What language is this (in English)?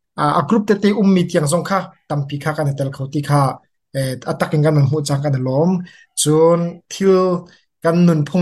Hakha Chin